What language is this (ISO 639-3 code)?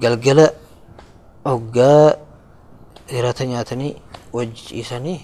orm